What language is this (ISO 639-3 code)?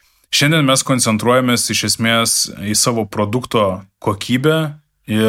lit